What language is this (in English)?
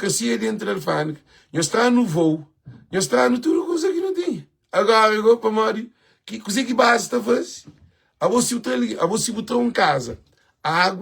Kabuverdianu